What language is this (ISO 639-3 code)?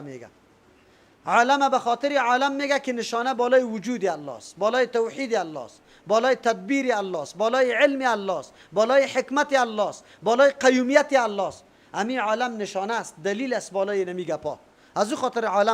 fas